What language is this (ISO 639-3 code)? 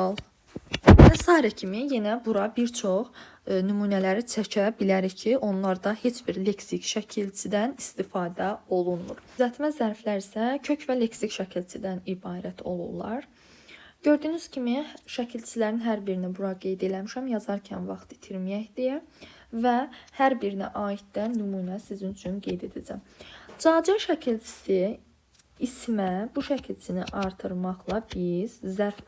aze